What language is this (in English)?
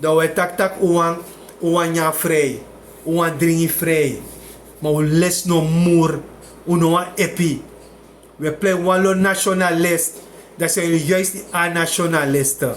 Sranan Tongo